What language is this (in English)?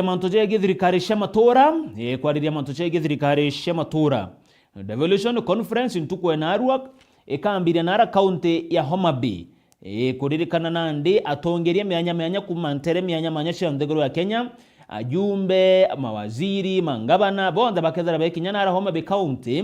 Meru